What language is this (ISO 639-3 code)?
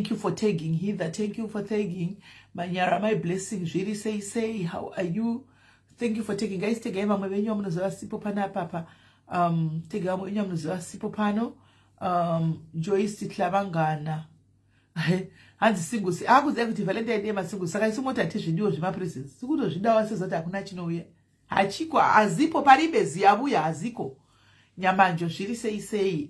sna